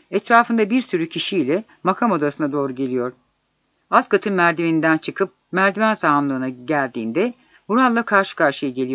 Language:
Turkish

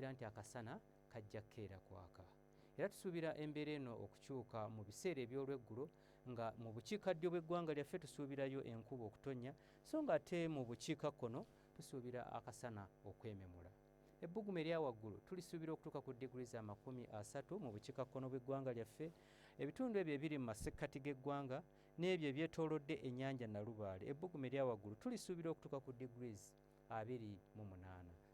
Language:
Ganda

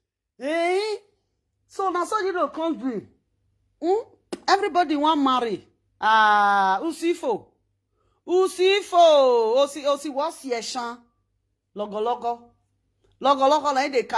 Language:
Nigerian Pidgin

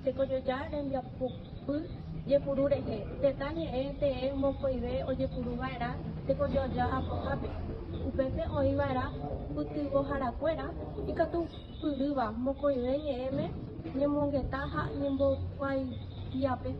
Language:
Guarani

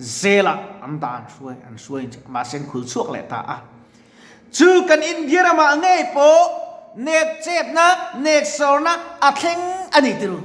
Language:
Mizo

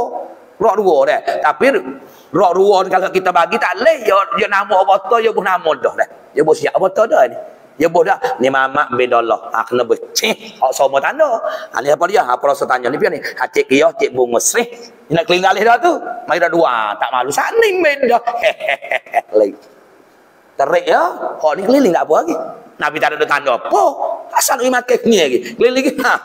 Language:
Malay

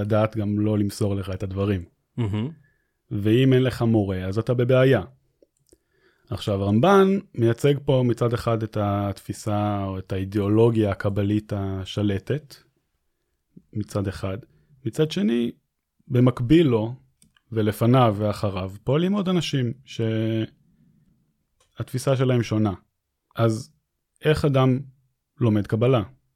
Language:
Hebrew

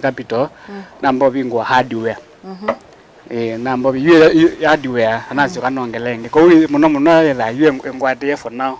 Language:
Kamba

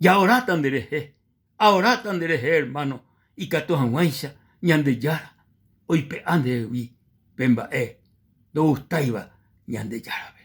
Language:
Guarani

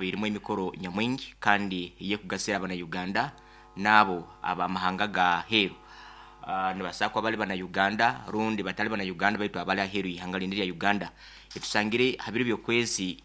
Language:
Nyoro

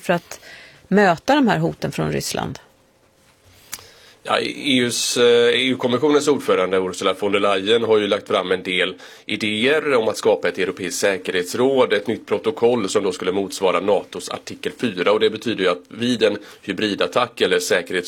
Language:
Swedish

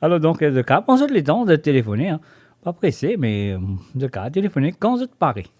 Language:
Morisyen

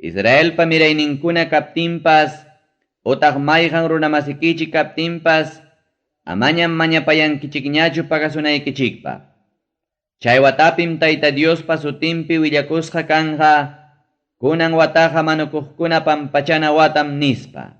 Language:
Ayacucho Quechua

